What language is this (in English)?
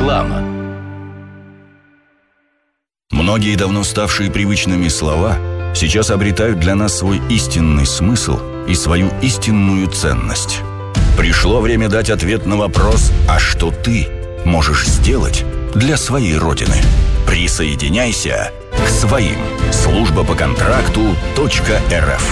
Russian